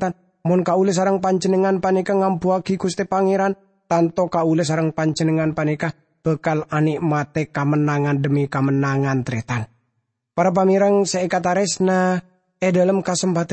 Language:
Madurese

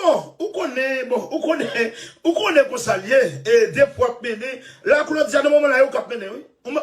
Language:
Haitian Creole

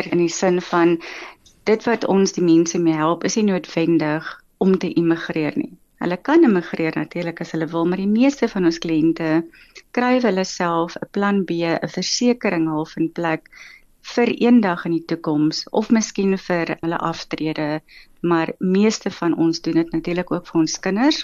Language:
Afrikaans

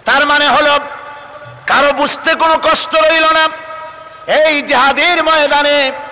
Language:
Bangla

